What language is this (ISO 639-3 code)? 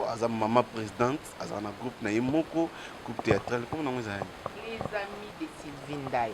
lin